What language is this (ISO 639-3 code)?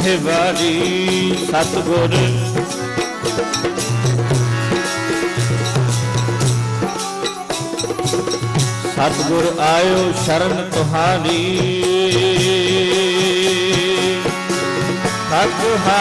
pan